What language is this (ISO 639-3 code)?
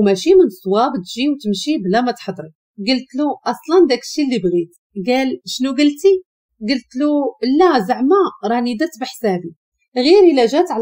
ary